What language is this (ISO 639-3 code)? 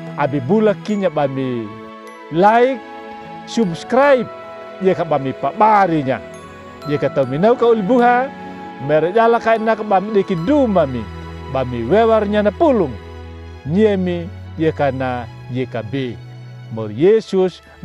akg